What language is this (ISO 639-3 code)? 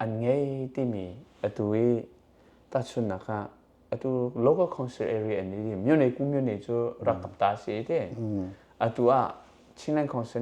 cnh